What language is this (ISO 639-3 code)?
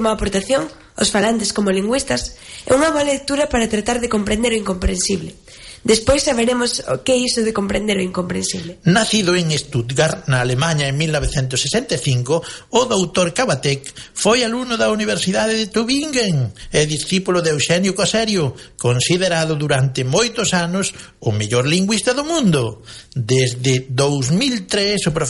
glg